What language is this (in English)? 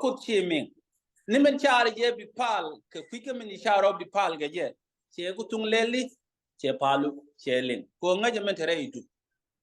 Nuer